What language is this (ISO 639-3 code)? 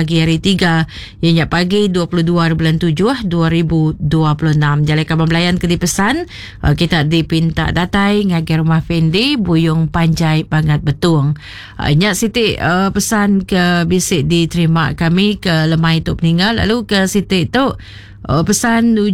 iba